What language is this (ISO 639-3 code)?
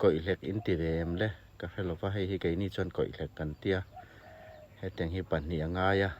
hmr